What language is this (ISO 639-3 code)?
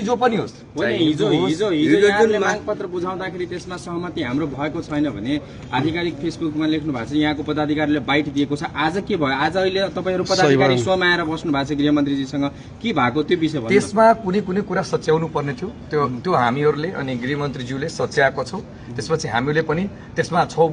nep